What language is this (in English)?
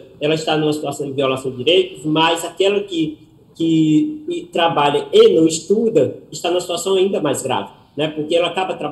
Portuguese